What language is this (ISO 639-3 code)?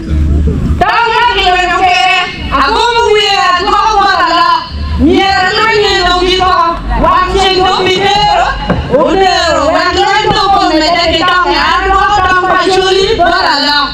ach